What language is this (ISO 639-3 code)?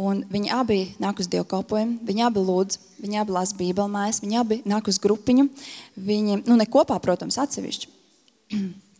lav